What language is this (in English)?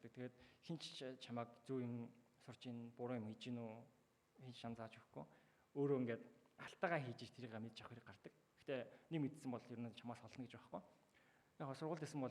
Mongolian